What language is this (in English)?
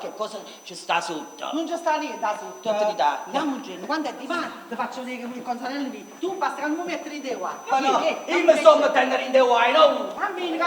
Neapolitan